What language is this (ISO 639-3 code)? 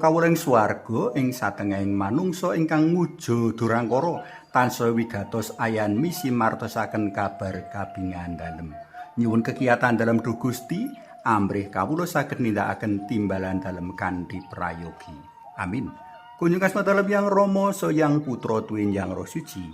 jav